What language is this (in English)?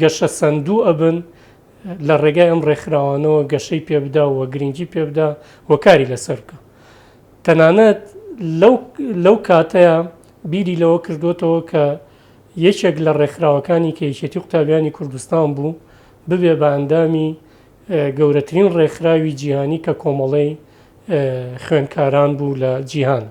Central Kurdish